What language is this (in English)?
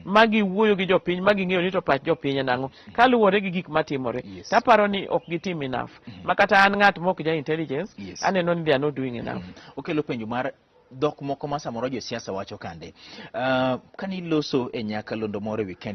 Luo (Kenya and Tanzania)